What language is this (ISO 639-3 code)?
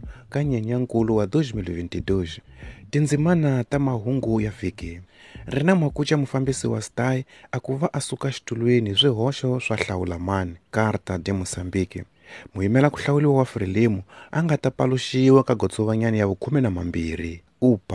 tso